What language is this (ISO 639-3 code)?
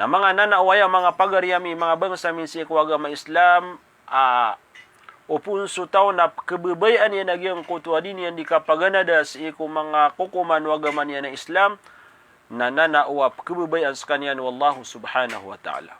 mrw